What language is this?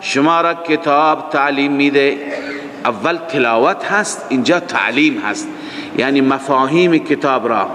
Persian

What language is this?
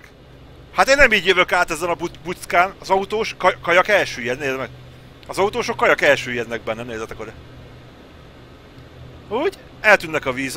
Hungarian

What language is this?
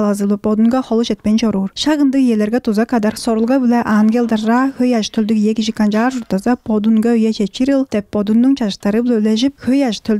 Tuvinian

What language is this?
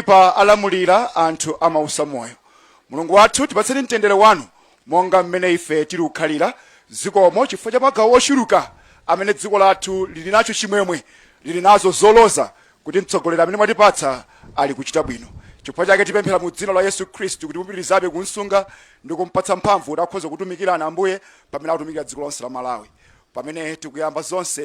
Nyanja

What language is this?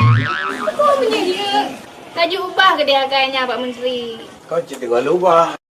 Achinese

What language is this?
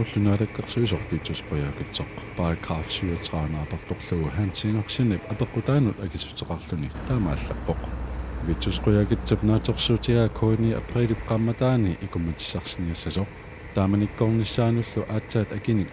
Kalaallisut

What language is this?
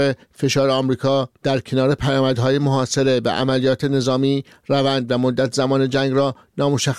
Persian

